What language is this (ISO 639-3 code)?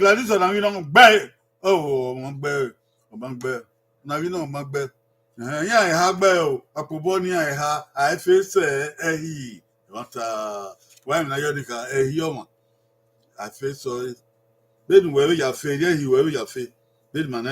bin